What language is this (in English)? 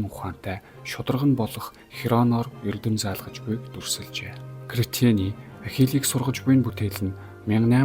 Mongolian